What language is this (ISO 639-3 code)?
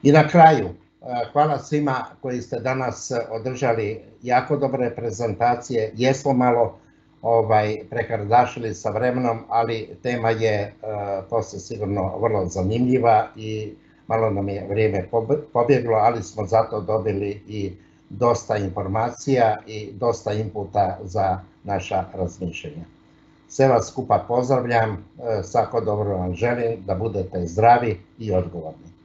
hrv